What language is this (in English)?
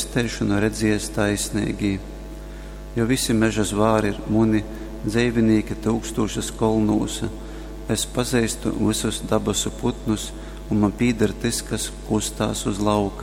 Latgalian